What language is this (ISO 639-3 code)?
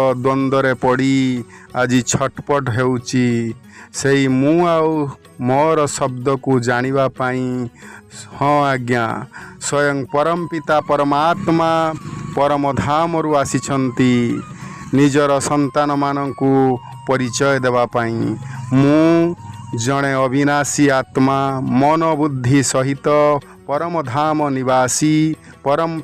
ori